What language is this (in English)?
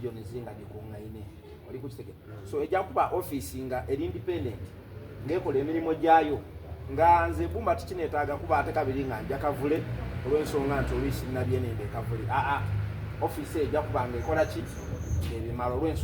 Soga